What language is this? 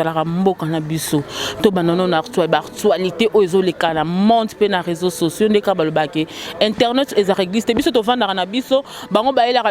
Lingala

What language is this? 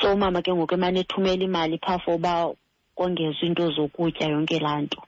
Xhosa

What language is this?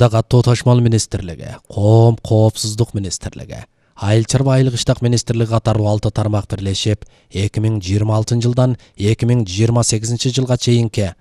Kyrgyz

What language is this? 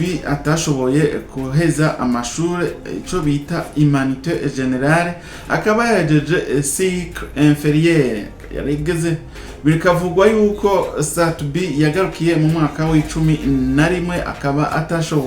Rundi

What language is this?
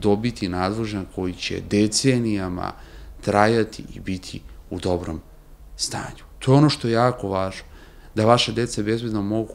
Serbian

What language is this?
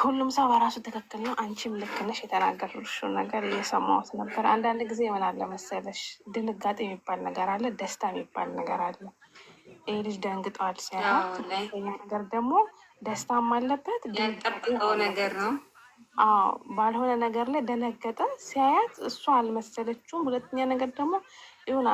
Amharic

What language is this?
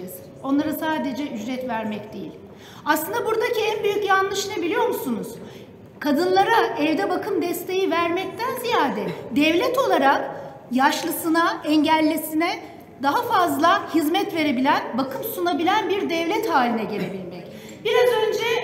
Turkish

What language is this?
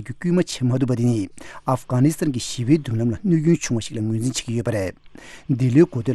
Tibetan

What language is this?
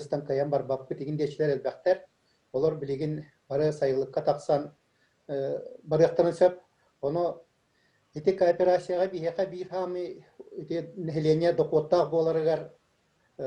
Yakut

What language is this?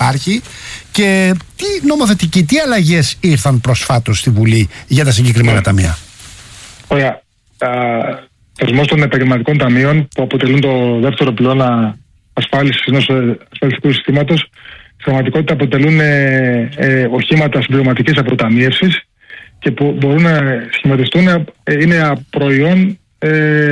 Greek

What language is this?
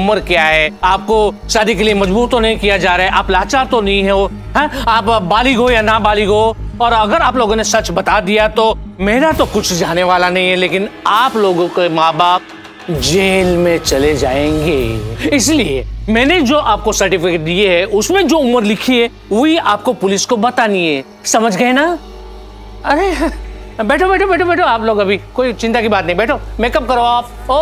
Hindi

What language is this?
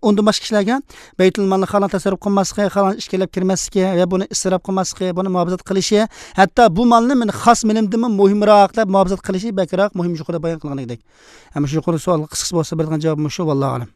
Uyghur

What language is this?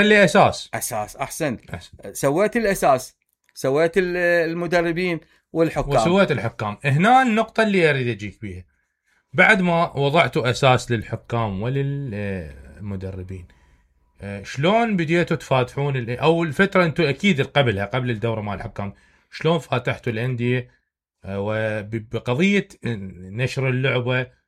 Mesopotamian Arabic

